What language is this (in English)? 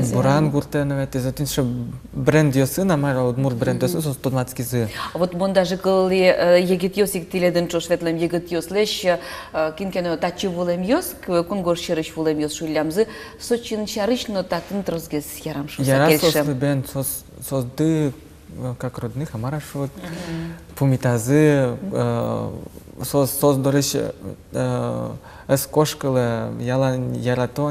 Udmurt